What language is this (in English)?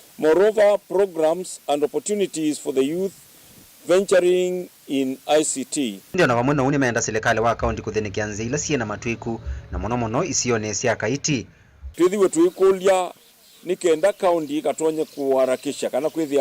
Kamba